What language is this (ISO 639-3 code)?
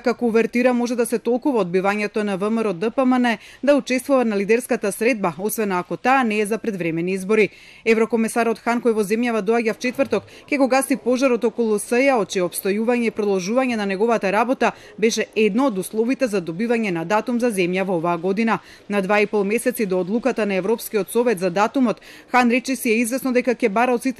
mkd